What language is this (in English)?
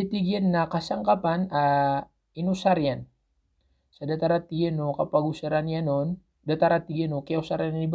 Maranao